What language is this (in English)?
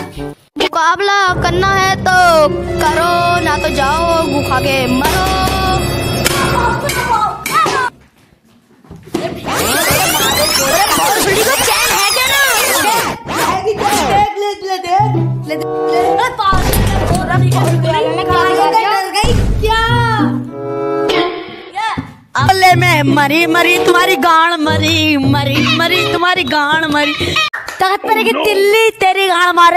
Hindi